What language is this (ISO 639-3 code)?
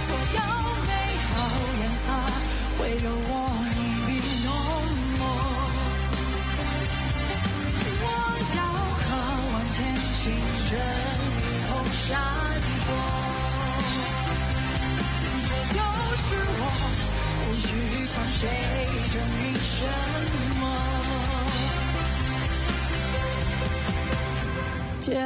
zho